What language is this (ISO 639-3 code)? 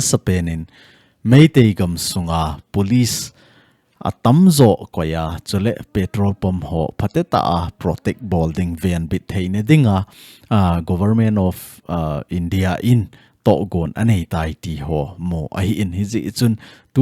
tcz